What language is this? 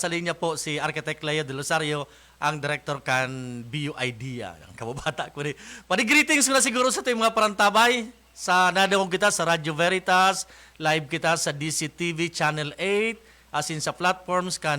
Bikol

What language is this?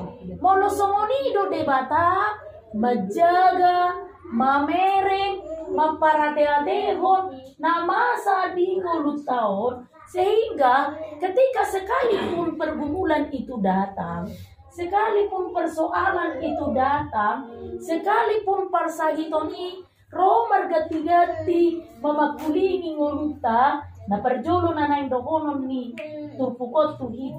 Batak Toba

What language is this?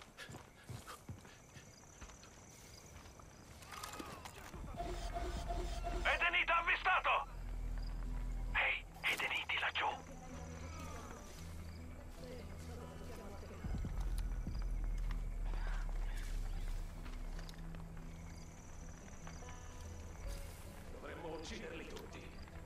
Italian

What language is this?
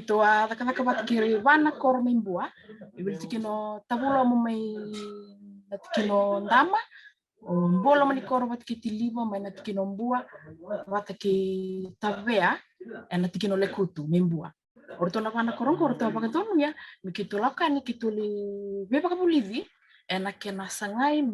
Fijian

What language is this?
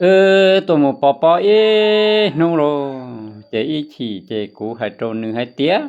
Hmong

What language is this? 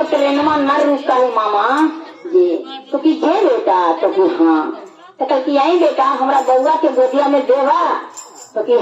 Magahi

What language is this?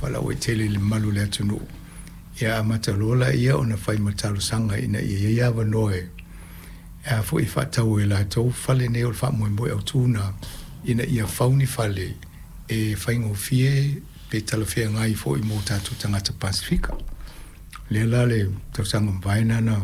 Samoan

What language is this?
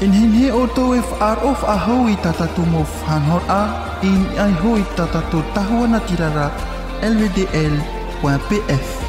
Tahitian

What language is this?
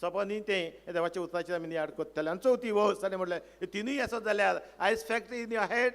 Konkani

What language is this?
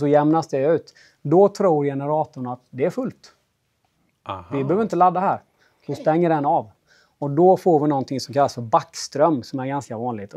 Swedish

